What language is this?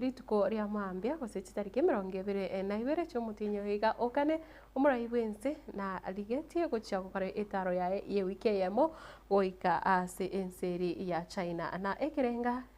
Gusii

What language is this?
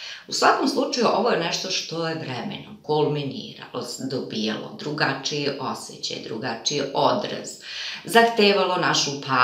Serbian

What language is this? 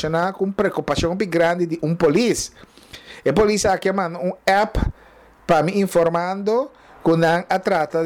Papiamento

